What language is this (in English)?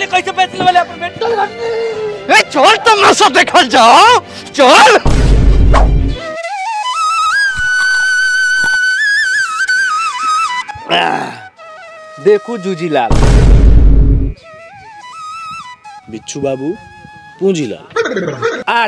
Bhojpuri